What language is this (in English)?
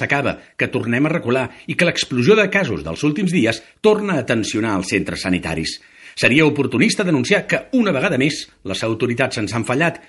Catalan